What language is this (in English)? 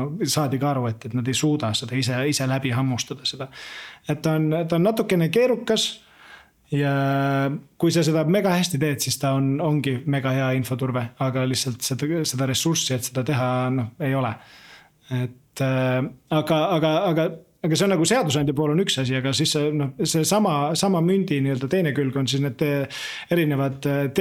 Estonian